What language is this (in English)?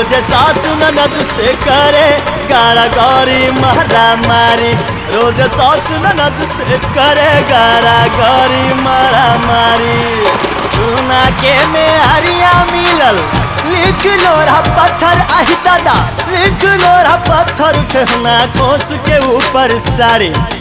Bhojpuri